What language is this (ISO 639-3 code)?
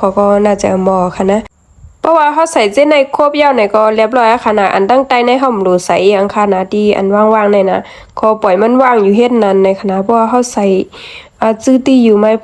shn